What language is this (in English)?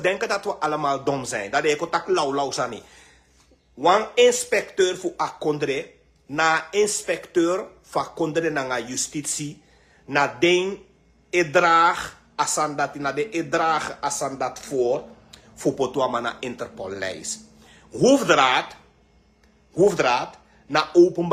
Sranan Tongo